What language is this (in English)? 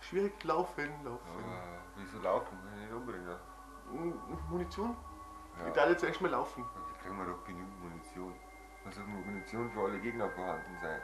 Bavarian